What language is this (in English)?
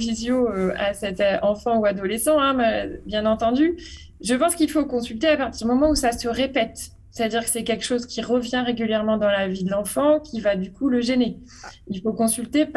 French